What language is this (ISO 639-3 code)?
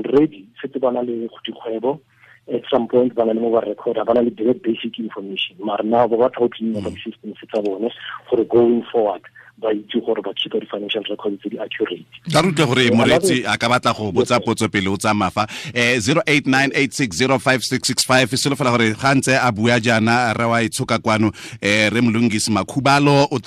tsn